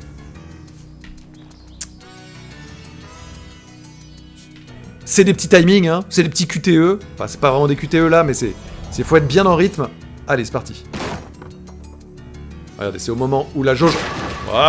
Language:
French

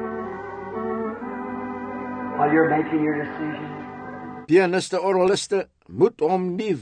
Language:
Afrikaans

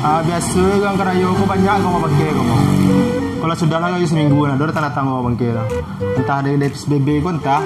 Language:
Minangkabau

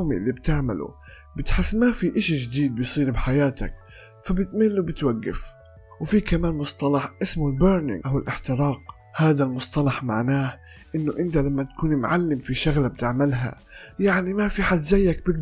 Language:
North Levantine Arabic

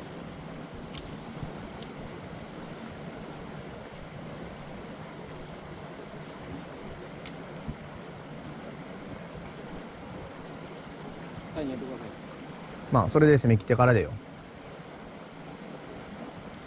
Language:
Japanese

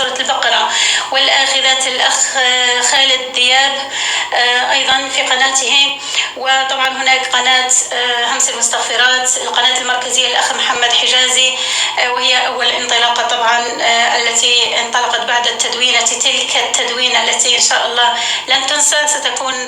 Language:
North Levantine Arabic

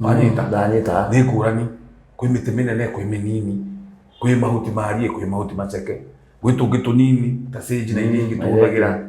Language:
Kikuyu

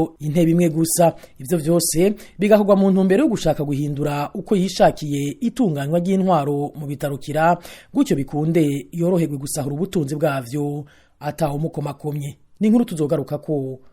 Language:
Rundi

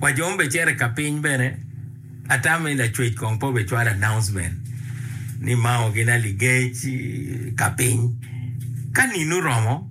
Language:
Acoli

